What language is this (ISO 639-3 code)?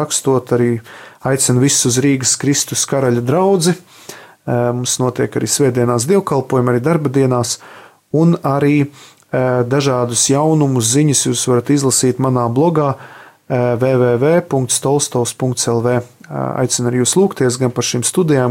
lav